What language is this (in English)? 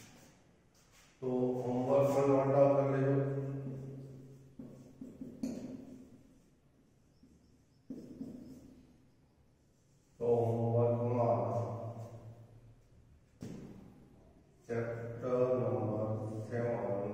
Gujarati